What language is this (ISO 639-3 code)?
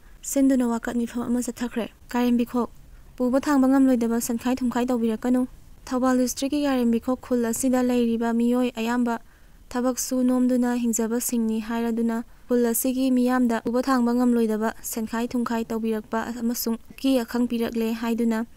mni